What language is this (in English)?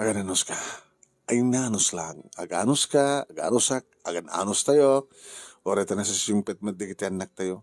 Iloko